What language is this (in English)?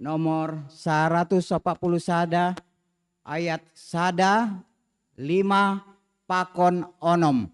Batak Simalungun